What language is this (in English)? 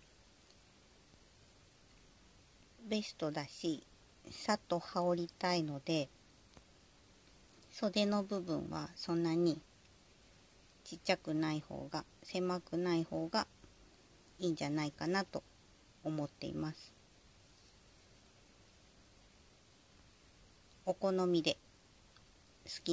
Japanese